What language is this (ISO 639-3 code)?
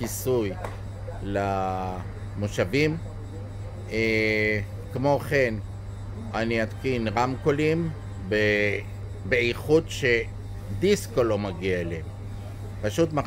heb